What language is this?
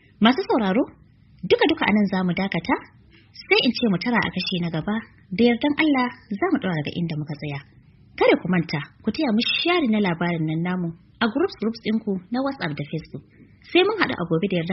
Hausa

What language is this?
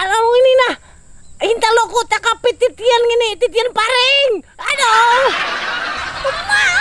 Banjar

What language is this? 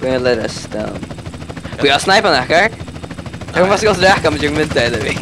Faroese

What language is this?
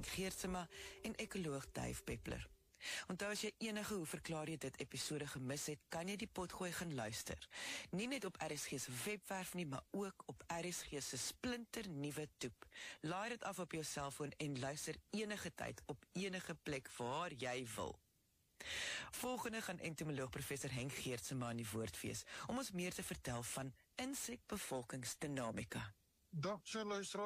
Afrikaans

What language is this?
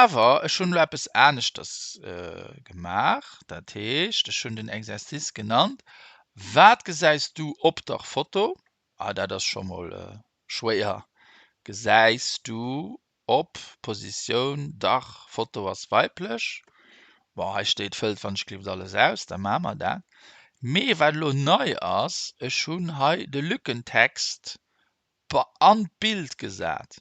Luxembourgish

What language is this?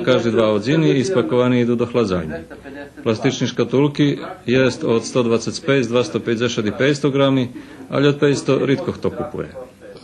Rusyn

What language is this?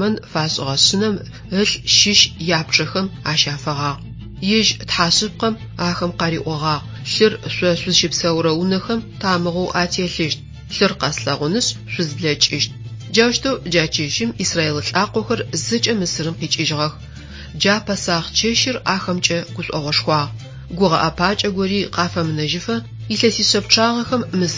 Adyghe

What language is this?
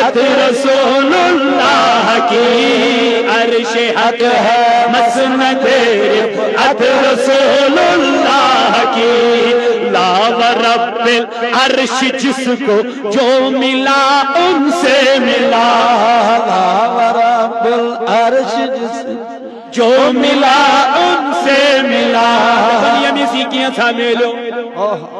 Kashmiri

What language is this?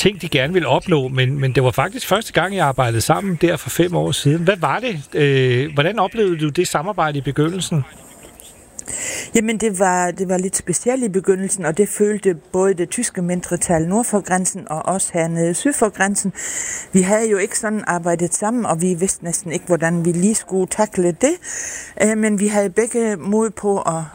Danish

